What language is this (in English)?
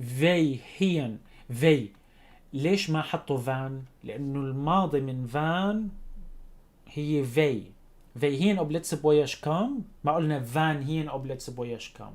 North Levantine Arabic